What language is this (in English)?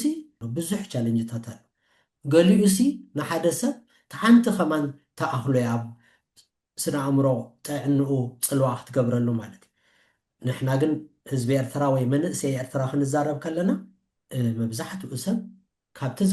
Tigrinya